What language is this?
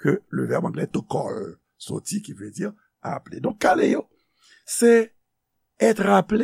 Haitian Creole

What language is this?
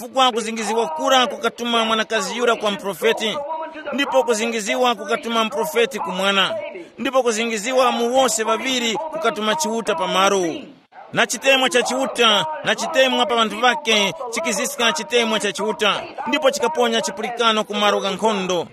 Tumbuka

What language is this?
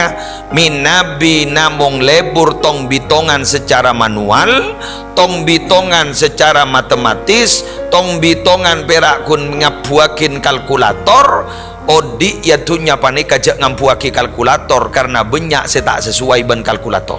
Madurese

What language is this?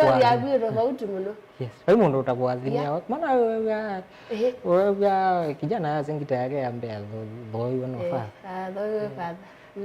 Kamba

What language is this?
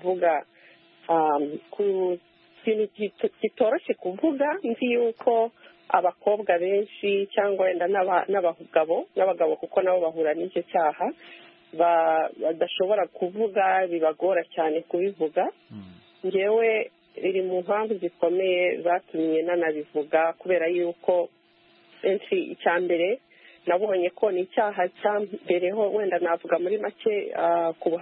Kinyarwanda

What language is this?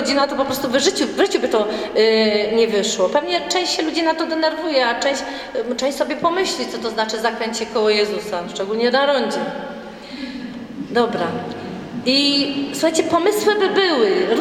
Polish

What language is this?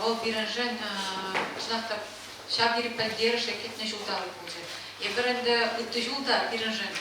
Chuvash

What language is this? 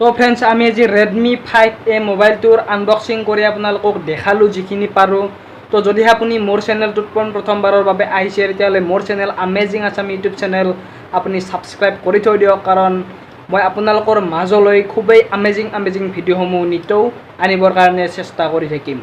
Assamese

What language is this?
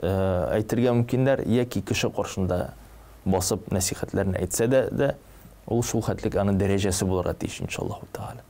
Tatar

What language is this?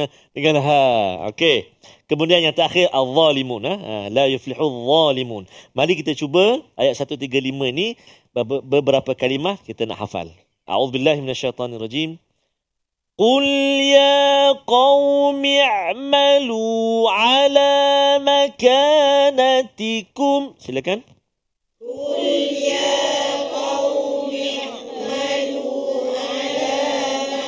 Malay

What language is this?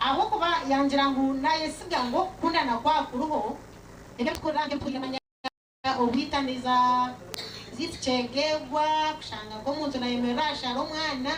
Nyankole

